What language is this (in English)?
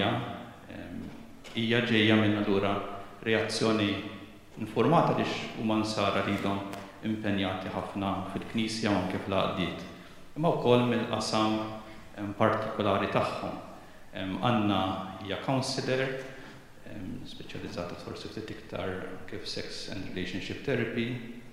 Maltese